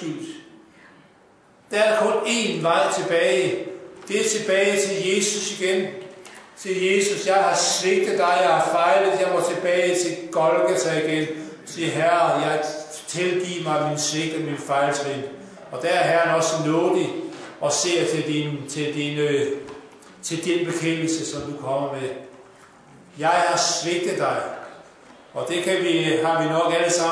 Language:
Danish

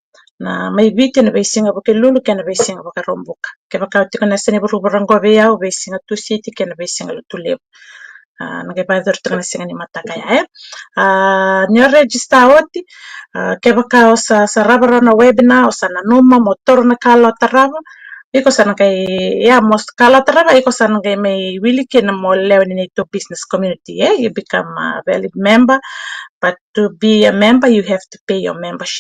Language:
Fijian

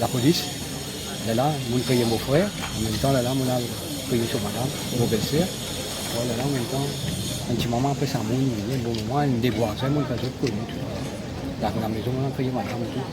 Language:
Morisyen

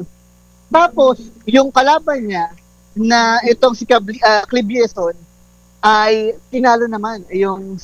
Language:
Filipino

